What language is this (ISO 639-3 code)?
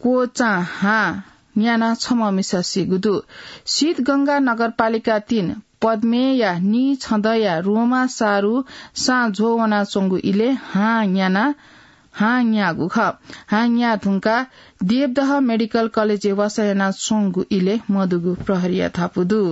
new